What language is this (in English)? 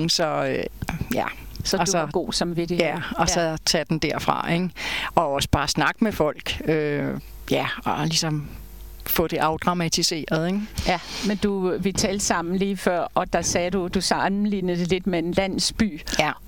Danish